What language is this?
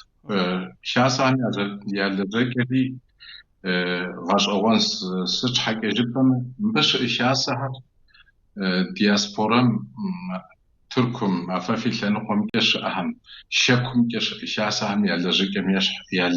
Kabardian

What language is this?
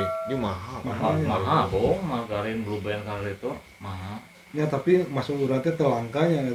Sundanese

